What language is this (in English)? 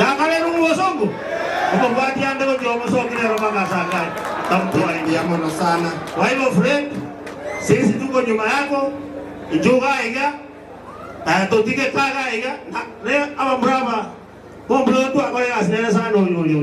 Gusii